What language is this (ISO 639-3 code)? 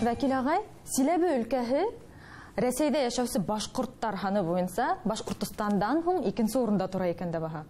bak